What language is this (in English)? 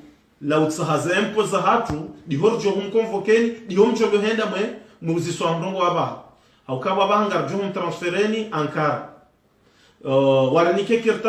Ngazidja Comorian